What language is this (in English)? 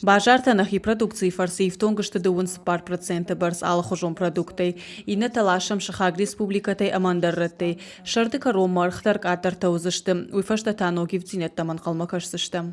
Ossetic